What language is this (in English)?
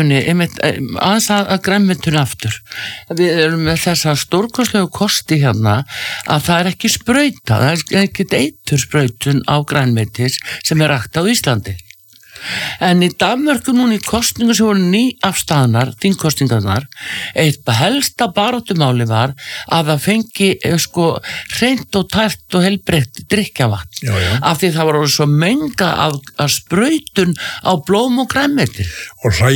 Icelandic